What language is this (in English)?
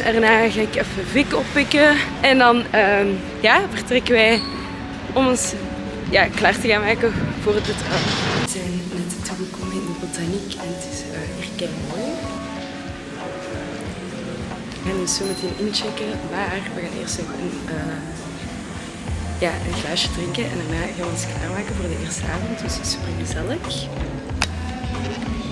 Dutch